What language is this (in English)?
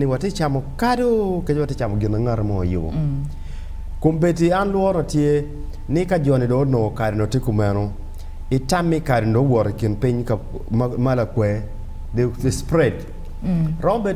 Acoli